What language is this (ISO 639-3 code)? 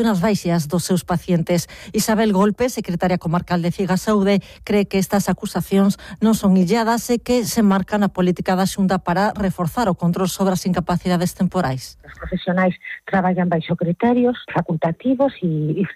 glg